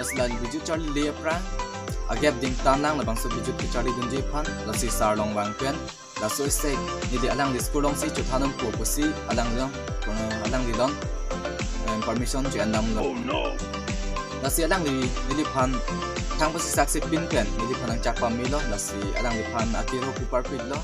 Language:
Karbi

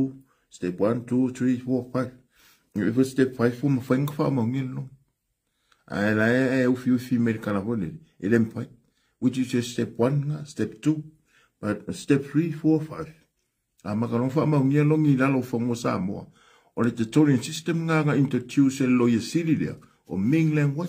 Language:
Samoan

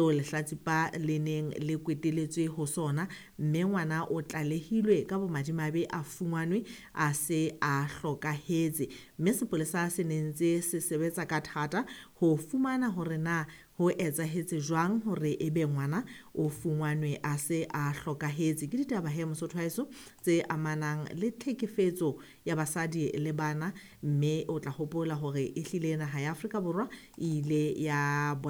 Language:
Southern Sotho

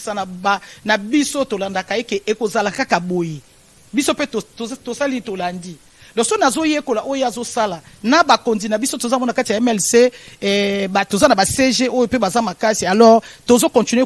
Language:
Lingala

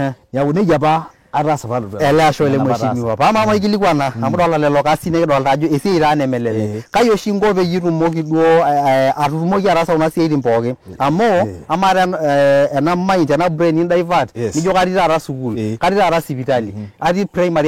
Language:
Masai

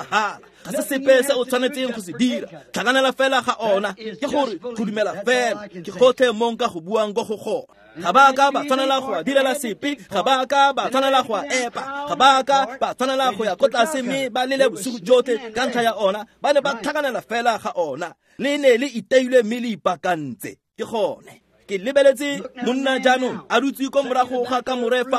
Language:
Tswana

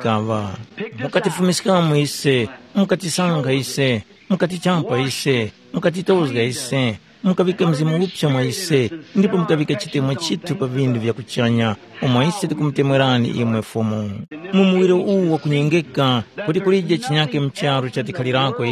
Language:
Tumbuka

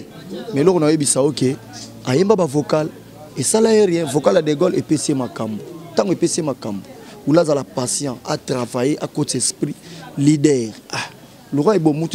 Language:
Lingala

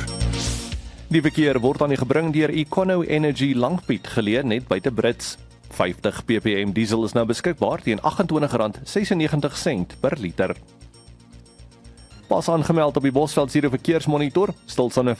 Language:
Afrikaans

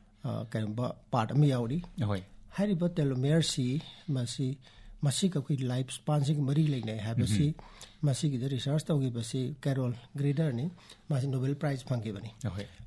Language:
Manipuri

